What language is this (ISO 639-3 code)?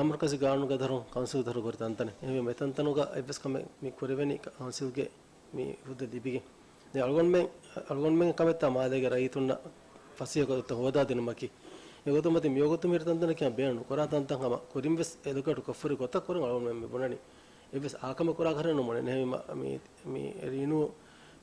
div